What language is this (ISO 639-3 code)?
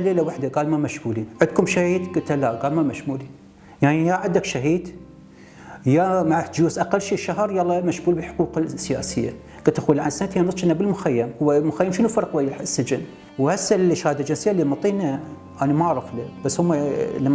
acm